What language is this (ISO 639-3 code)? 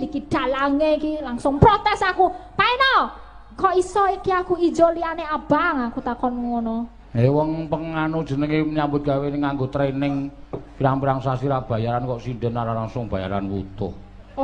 jav